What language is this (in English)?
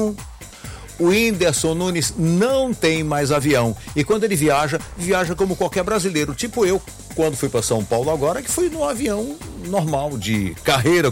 Portuguese